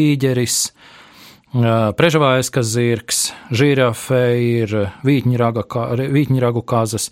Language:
Latvian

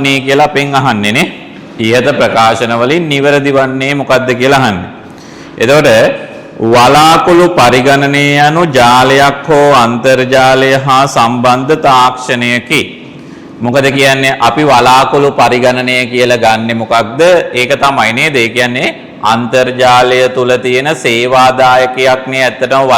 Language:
Sinhala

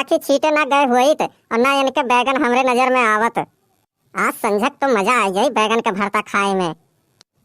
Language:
Awadhi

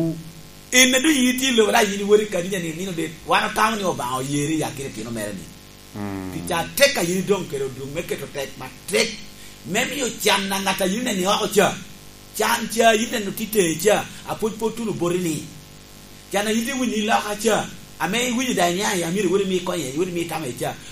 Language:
Lango (Uganda)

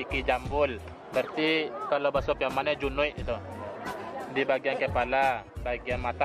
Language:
Minangkabau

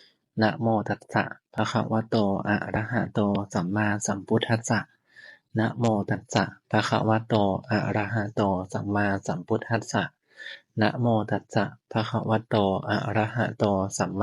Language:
Pali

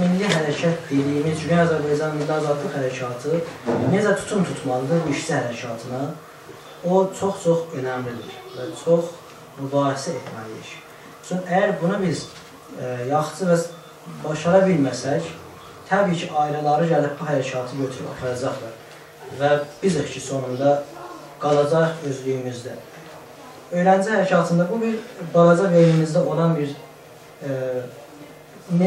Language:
South Azerbaijani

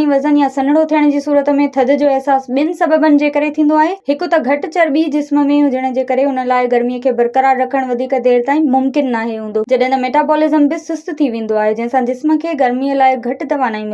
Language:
Sindhi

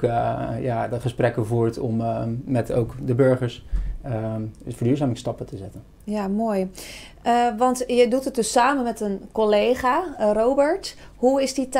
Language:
Dutch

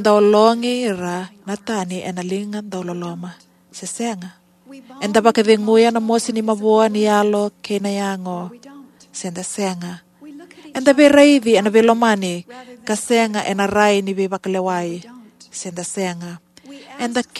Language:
Fijian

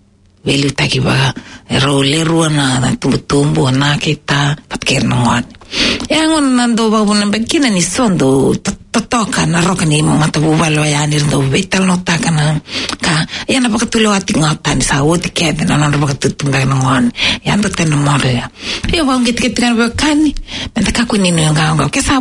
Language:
Fijian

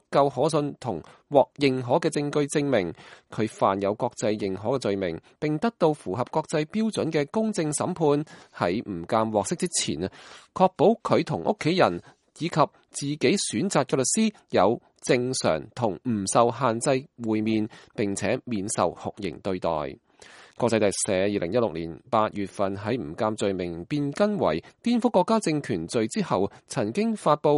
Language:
Cantonese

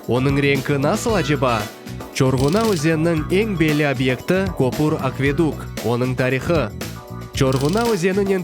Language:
Crimean Tatar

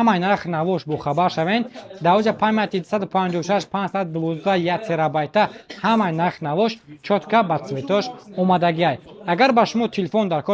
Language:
Tajik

